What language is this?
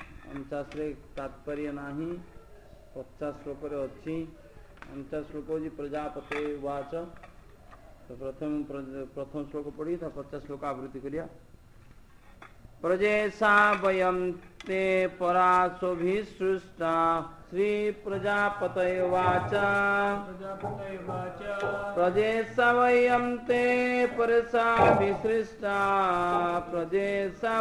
Odia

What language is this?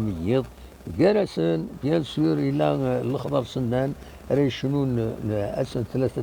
Kabyle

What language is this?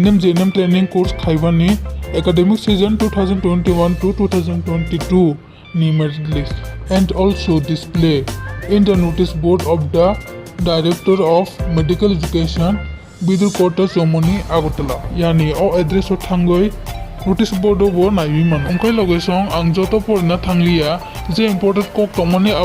Kok Borok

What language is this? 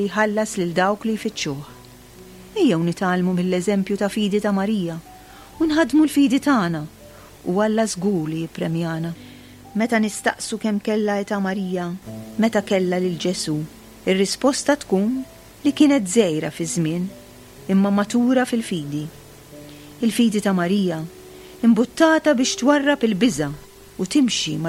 Maltese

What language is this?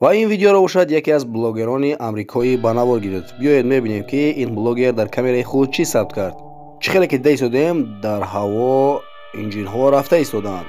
Tajik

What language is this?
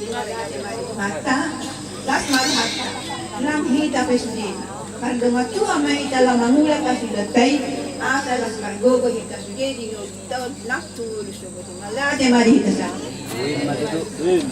Batak Toba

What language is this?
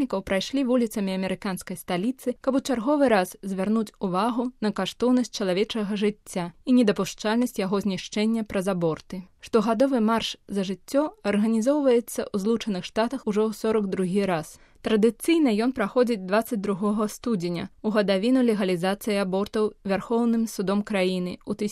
Belarusian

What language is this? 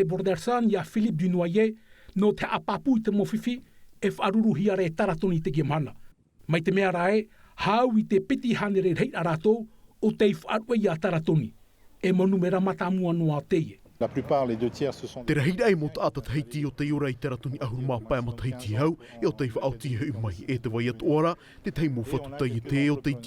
Tahitian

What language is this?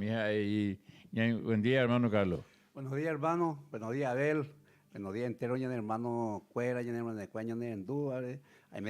Guarani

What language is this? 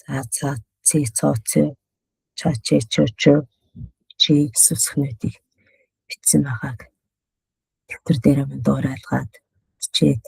Mongolian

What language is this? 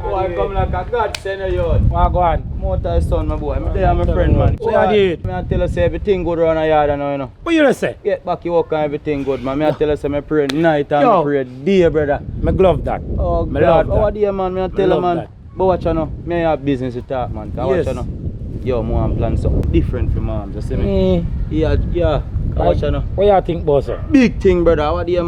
Jamaican Creole English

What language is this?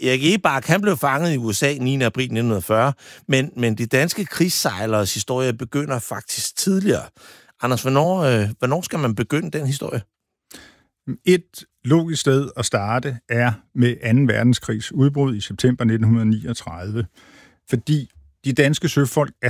Danish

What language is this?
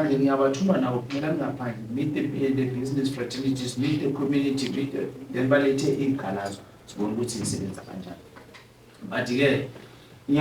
Zulu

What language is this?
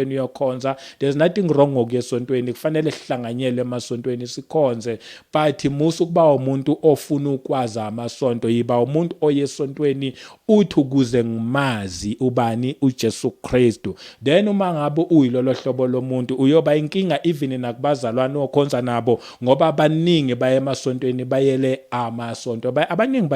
Zulu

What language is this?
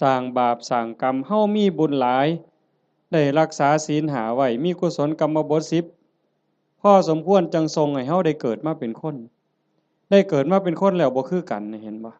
Northeastern Thai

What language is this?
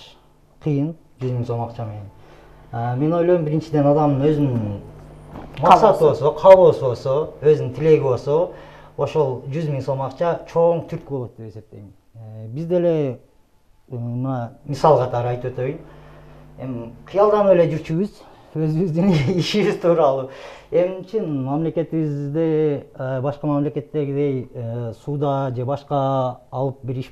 Kyrgyz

